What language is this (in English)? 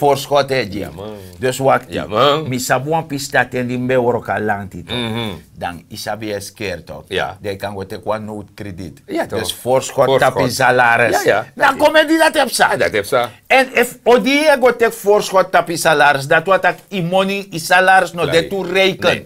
Sranan Tongo